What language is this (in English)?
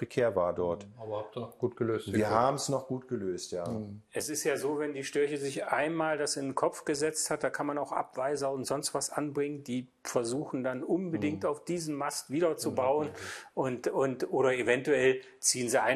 German